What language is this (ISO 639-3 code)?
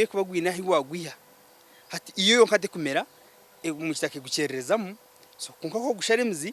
nyn